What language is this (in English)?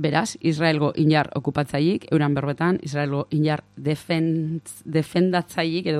Basque